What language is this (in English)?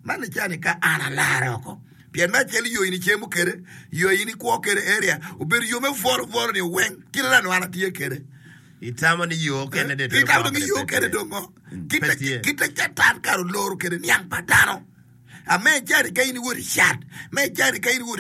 Acoli